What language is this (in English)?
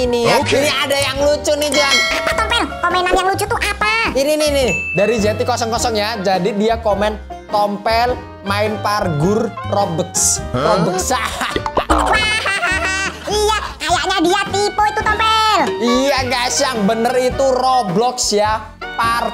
Indonesian